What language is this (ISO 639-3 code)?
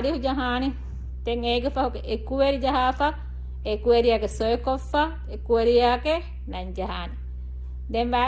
div